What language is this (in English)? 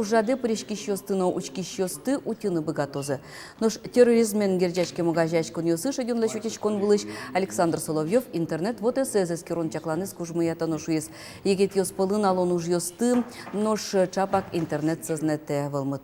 Udmurt